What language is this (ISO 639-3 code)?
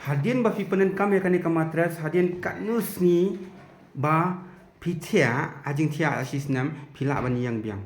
kha